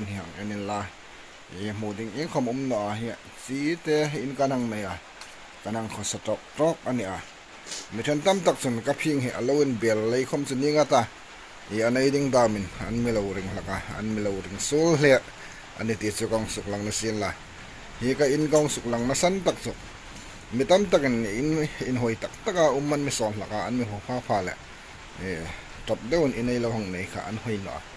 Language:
Hmar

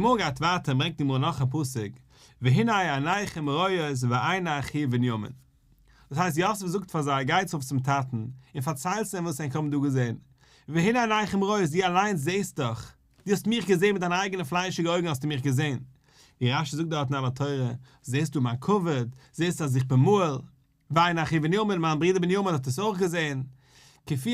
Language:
Yiddish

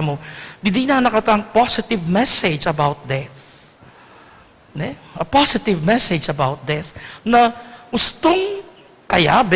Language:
Pampanga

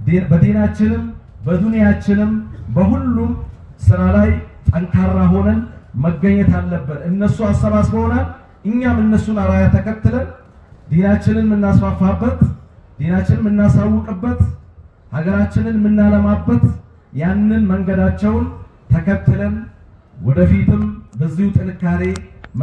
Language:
Amharic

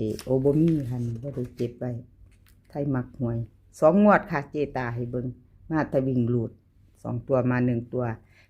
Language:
Northeastern Thai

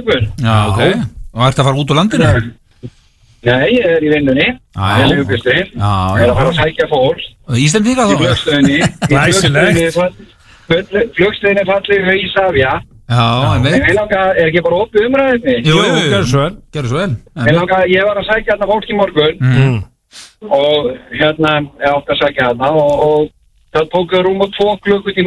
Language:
Icelandic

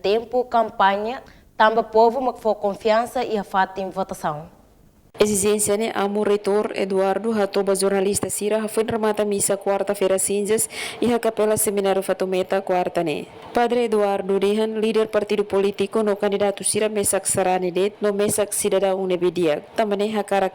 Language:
Tetum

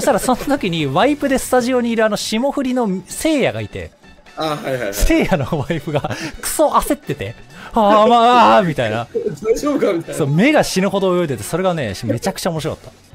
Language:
Japanese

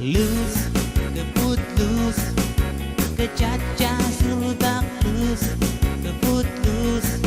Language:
Pohnpeian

